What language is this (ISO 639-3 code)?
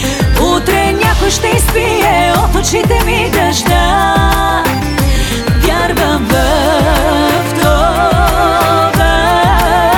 bul